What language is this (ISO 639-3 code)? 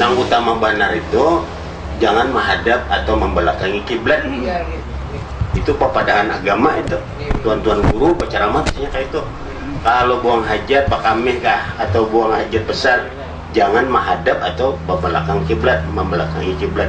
bjn